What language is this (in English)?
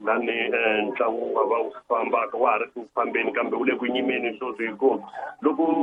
Tsonga